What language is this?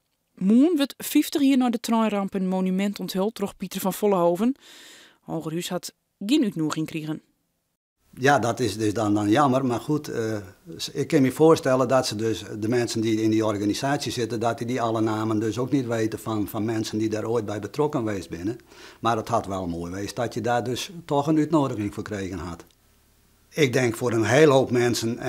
Western Frisian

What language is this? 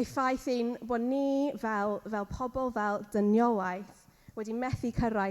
Welsh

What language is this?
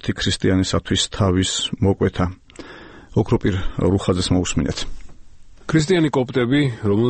Georgian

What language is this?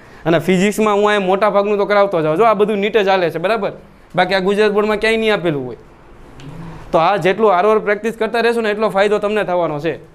Gujarati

